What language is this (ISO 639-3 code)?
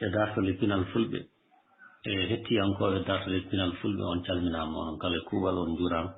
ful